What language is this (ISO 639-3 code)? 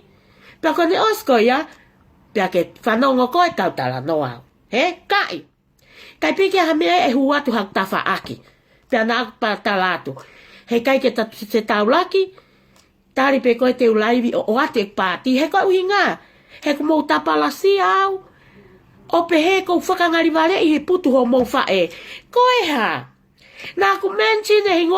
ton